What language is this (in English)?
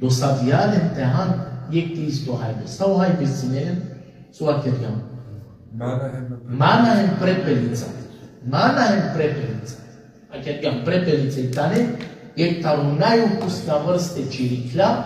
Balkan Romani